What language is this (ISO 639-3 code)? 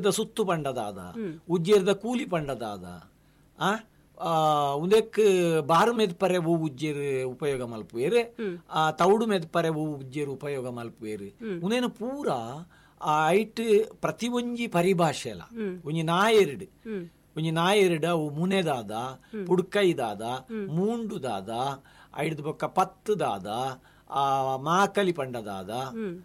tcy